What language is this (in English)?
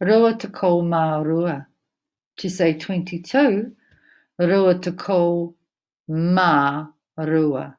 Māori